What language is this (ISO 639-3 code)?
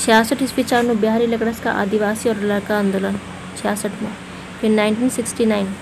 kru